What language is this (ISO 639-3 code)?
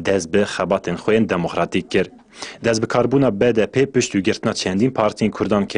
kur